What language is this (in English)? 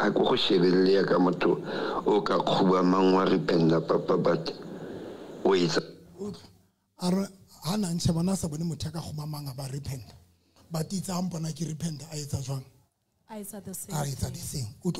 Southern Sotho